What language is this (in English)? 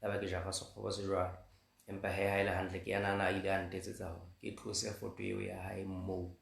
Southern Sotho